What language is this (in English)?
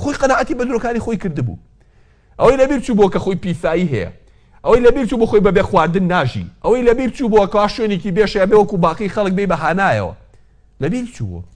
Central Kurdish